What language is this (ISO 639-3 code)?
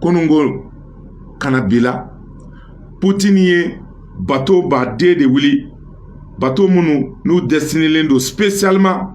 bam